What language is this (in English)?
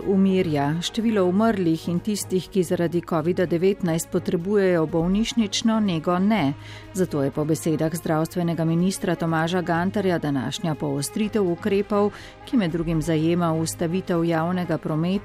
Slovenian